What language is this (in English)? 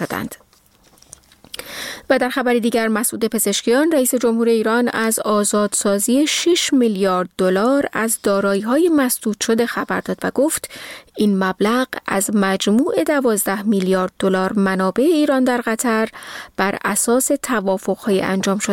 Persian